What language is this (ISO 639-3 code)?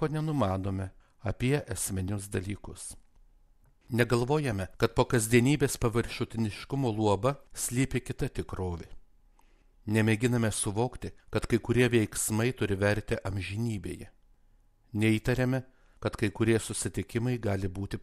lit